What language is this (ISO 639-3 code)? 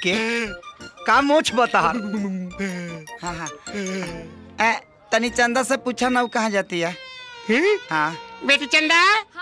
bho